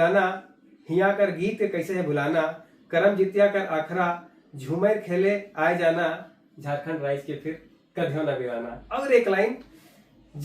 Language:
Sadri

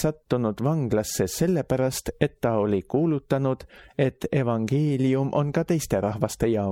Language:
Estonian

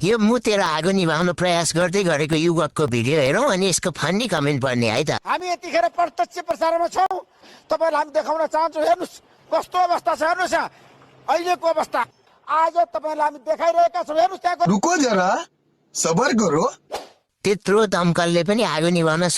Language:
Nepali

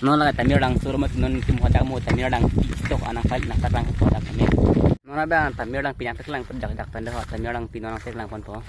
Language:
Karbi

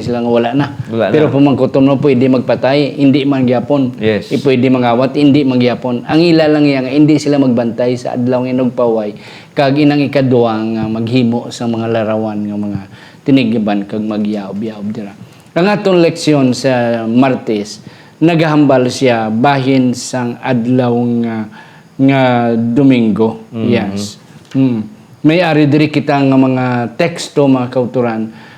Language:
Hiligaynon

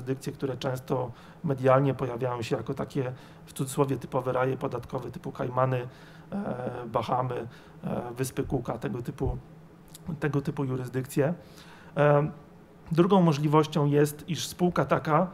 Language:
Polish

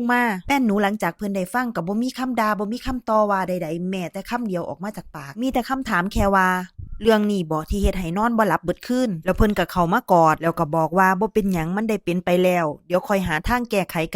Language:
Northeastern Thai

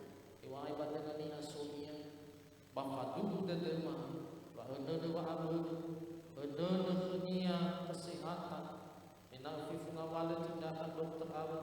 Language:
Nias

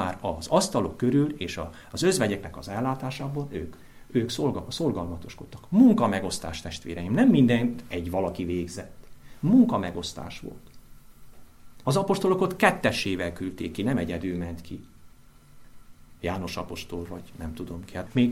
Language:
Hungarian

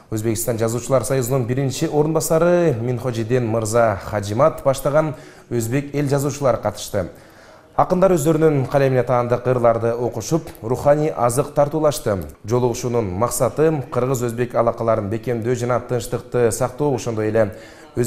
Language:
Kyrgyz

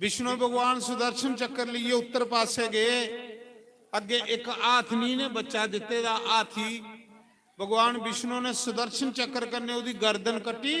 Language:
Dogri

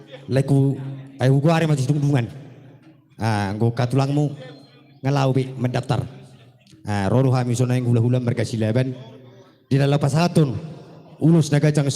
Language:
Batak Toba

